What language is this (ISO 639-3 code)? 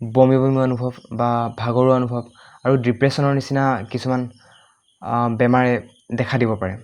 asm